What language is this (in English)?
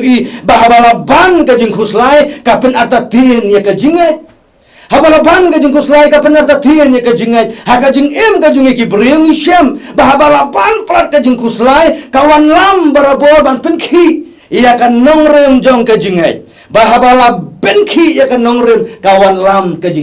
Khasi